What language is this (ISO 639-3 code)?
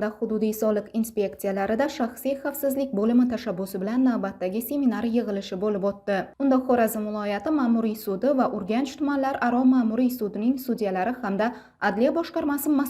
uzb